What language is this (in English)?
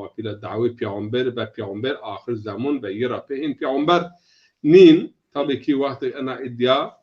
Zaza